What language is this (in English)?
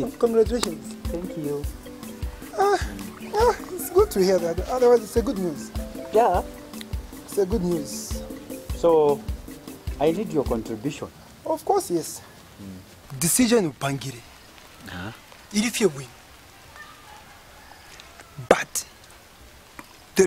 Bemba